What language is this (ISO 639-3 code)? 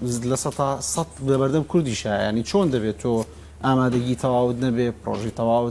ckb